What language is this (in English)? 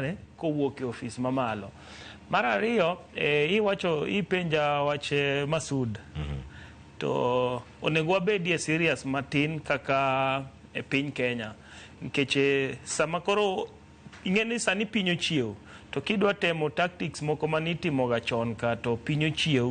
Luo (Kenya and Tanzania)